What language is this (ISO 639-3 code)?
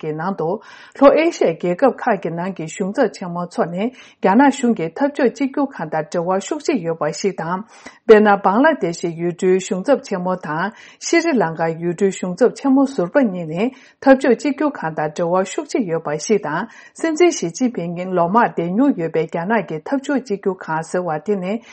bod